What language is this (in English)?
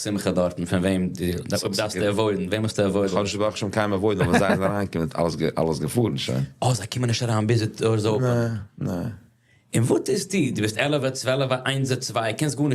Yiddish